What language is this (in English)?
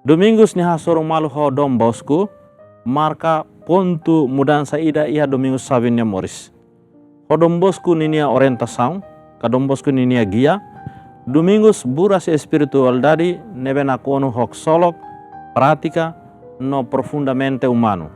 Tetum